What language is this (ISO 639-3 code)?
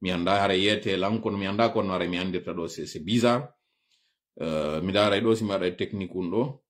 ful